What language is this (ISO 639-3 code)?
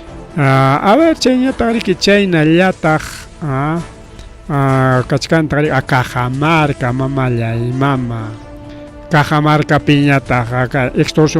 quy